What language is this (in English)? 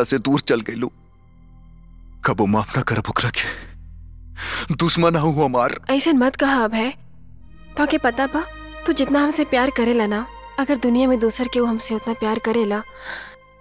Bhojpuri